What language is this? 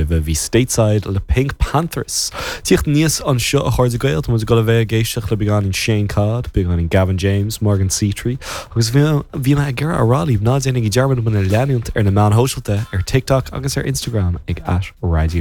Irish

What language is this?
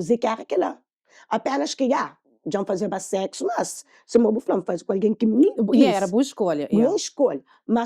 Kabuverdianu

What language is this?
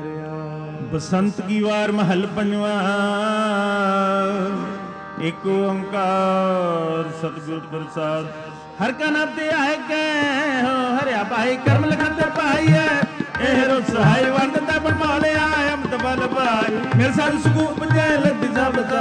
Punjabi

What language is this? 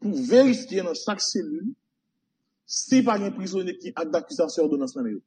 Haitian Creole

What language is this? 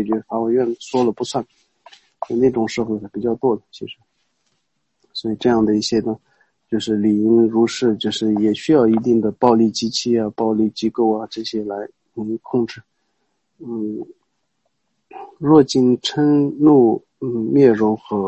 Chinese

